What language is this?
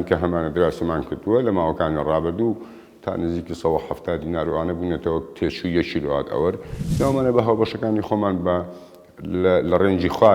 Central Kurdish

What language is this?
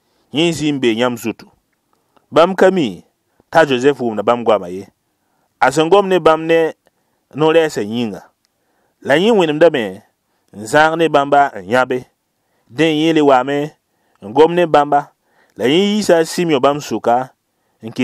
Mossi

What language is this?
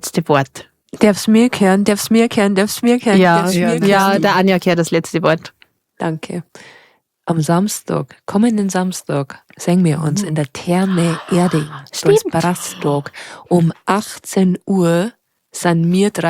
Bavarian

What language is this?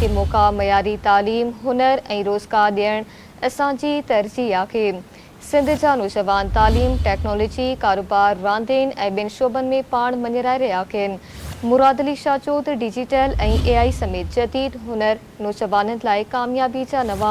Sindhi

